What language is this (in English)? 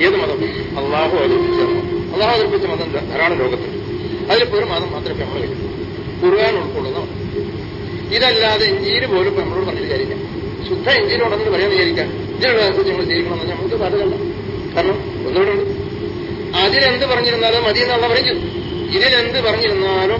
Malayalam